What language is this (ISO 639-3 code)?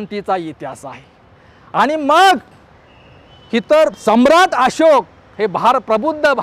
mar